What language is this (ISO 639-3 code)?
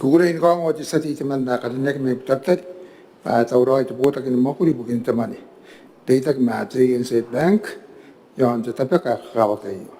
gil